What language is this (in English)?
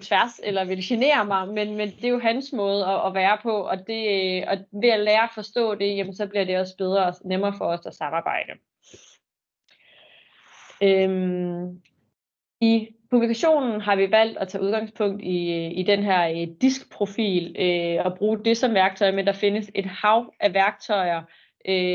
Danish